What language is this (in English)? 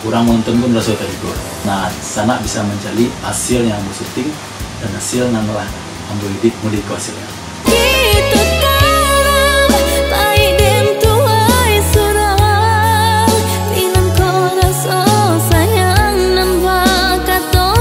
Minangkabau